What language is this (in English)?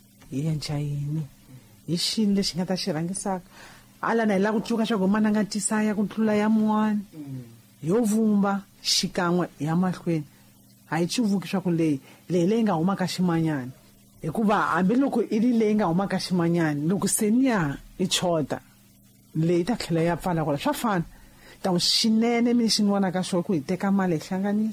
Tsonga